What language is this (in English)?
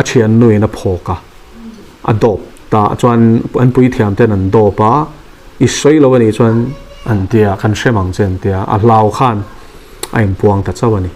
Mizo